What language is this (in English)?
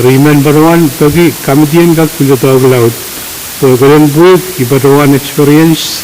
Pohnpeian